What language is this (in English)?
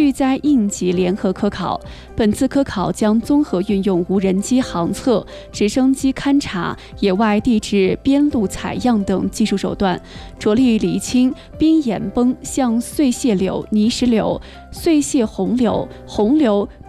Chinese